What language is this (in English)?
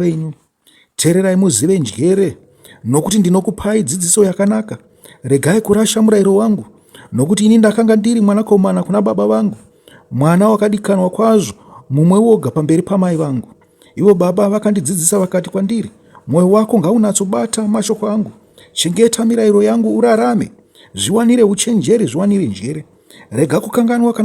Shona